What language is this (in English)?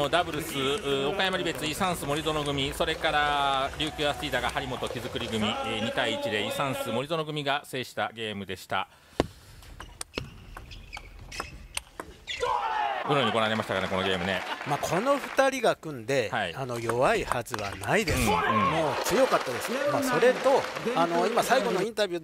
Japanese